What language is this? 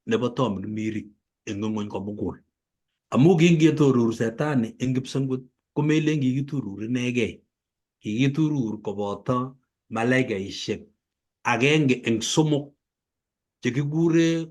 Kalenjin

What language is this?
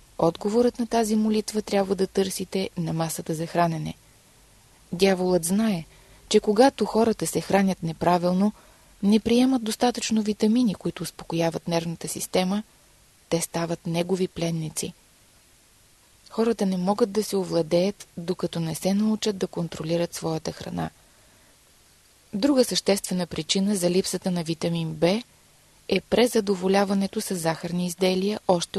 Bulgarian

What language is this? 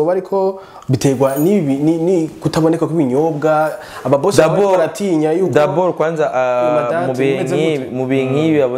Rundi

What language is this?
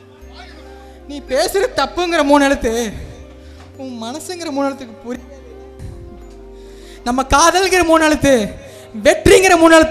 Tamil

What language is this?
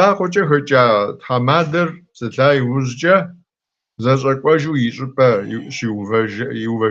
Kabardian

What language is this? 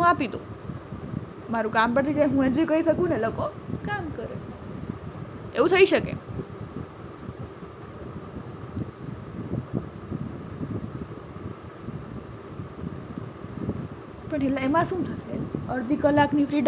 Gujarati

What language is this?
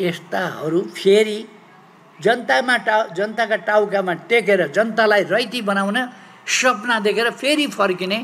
Nepali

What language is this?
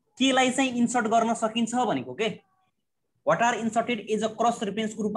Nepali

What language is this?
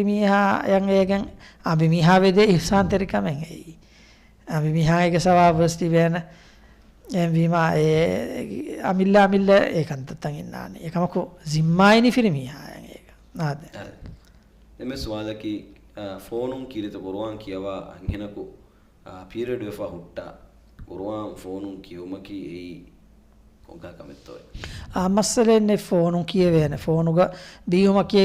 Divehi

